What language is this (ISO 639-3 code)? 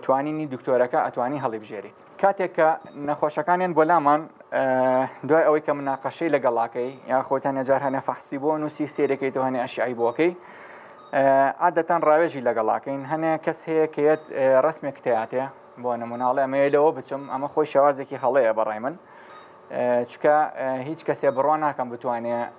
ckb